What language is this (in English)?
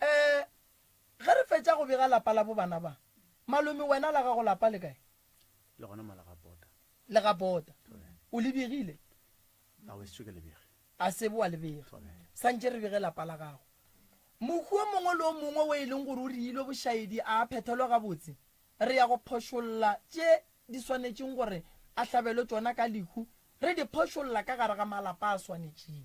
Northern Sotho